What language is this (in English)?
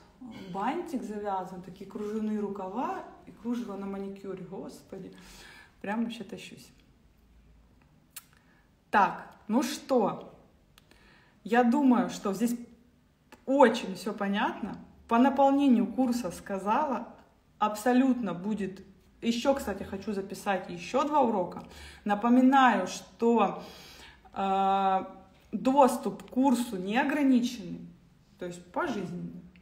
Russian